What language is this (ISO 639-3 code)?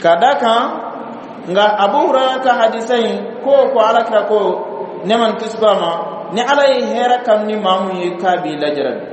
bam